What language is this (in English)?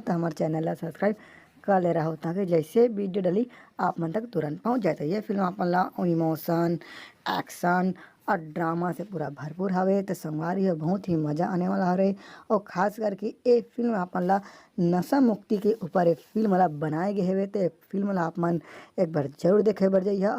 Chhattisgarhi